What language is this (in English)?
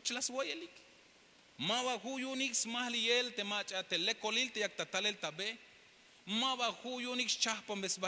Tzeltal